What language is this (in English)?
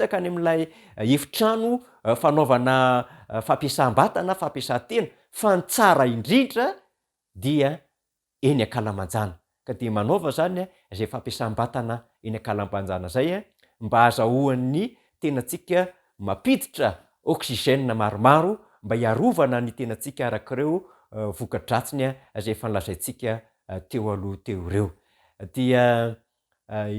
Malagasy